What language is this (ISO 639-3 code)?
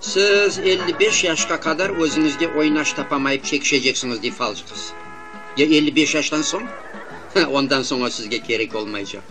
crh